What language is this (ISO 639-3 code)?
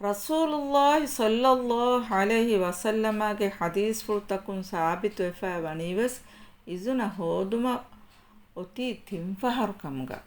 div